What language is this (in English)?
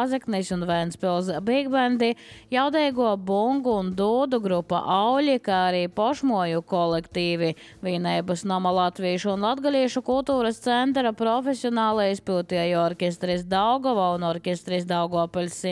Latvian